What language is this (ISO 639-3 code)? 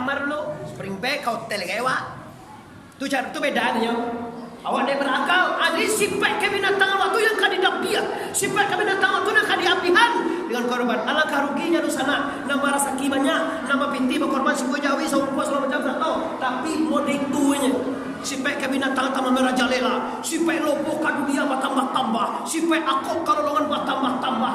min